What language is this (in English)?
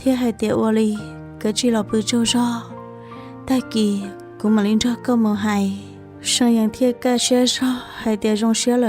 Hmong